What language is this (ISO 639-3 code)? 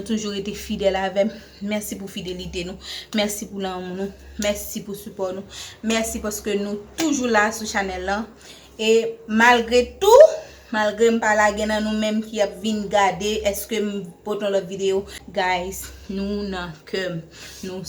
hat